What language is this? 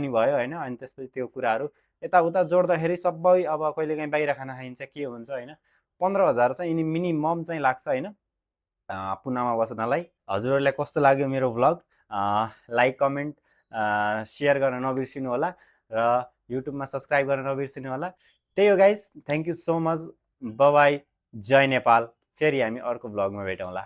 Nepali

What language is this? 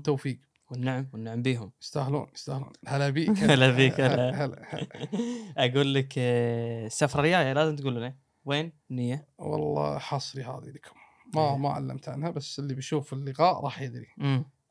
Gulf Arabic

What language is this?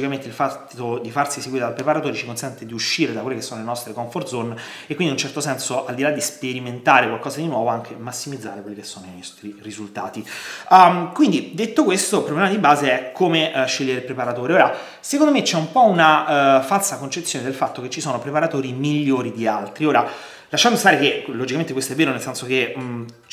Italian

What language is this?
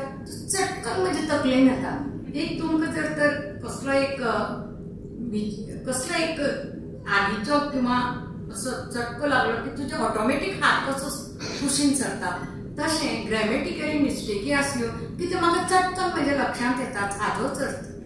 Konkani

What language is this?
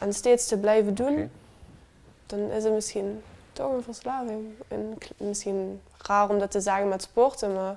Limburgish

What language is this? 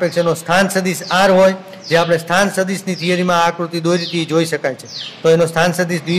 Gujarati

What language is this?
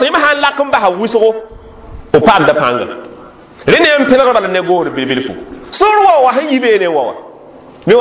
Mossi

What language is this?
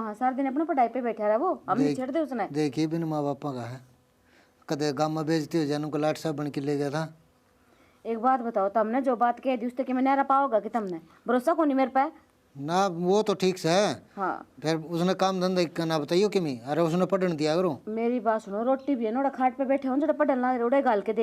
Haryanvi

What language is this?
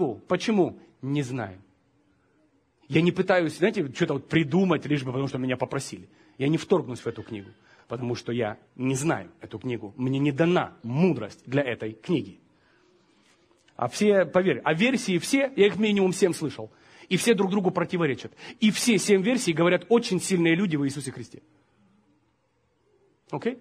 Russian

